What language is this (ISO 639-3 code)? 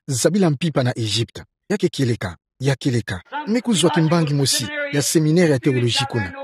ktu